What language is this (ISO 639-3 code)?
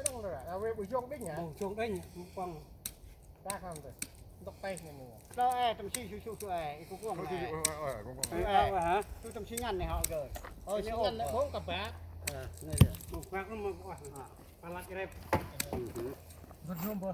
cmo